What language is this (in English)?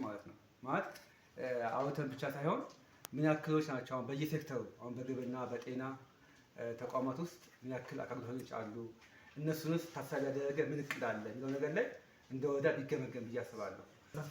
Amharic